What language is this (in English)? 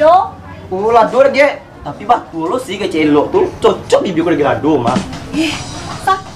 Minangkabau